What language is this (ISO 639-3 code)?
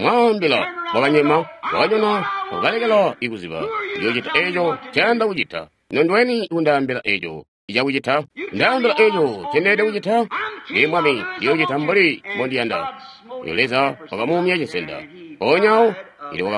toi